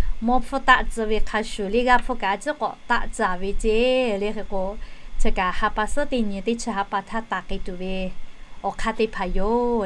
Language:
Lahu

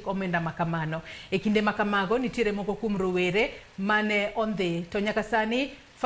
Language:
Luo (Kenya and Tanzania)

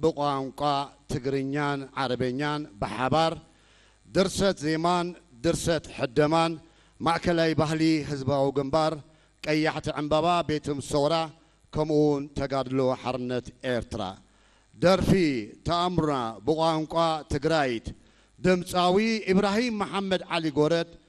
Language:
Tigrinya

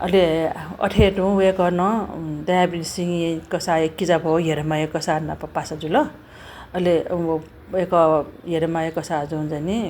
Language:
Newari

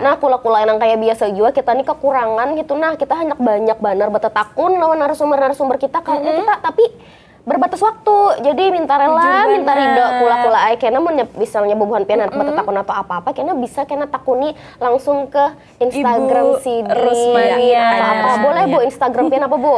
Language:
Banjar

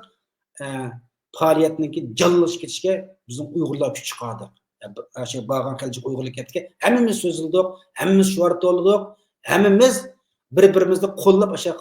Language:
Uyghur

